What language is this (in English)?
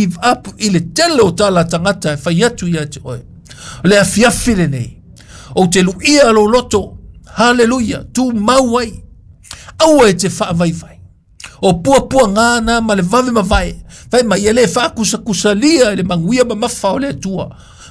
Samoan